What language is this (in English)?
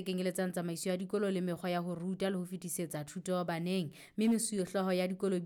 Southern Sotho